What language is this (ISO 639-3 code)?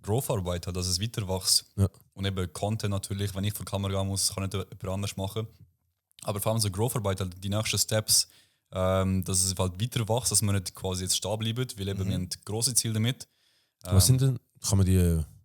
gsw